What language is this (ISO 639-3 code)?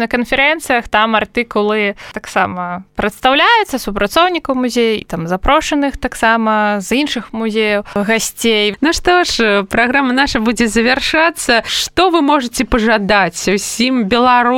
bel